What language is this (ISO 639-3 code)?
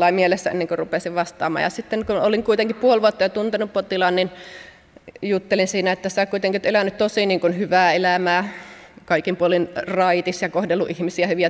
fin